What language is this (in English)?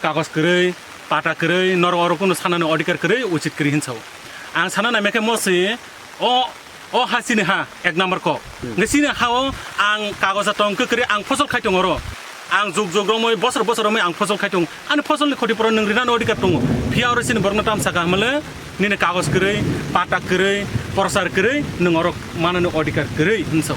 Kok Borok